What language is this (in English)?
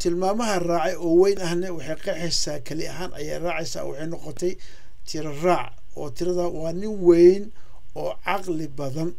Somali